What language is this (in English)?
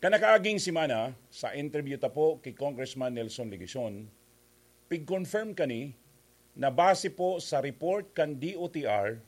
Bikol